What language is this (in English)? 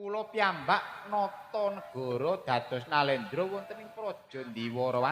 Javanese